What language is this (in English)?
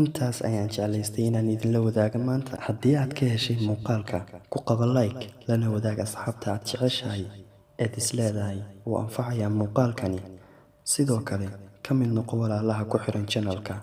Somali